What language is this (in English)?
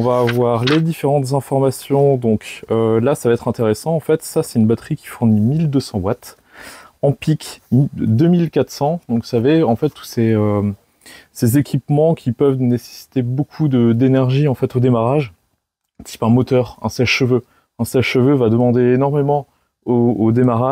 French